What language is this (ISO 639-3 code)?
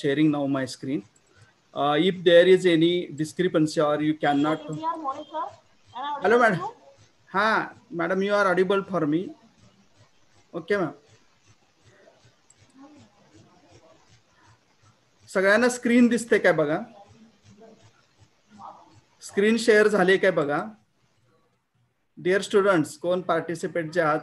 mar